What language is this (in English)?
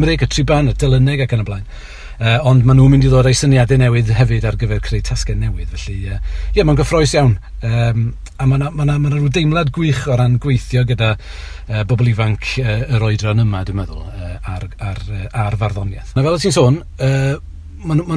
Welsh